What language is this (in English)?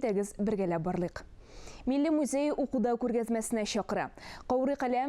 Tatar